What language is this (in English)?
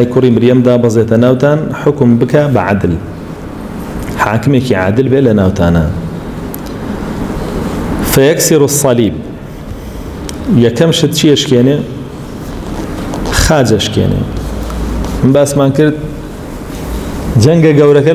Central Kurdish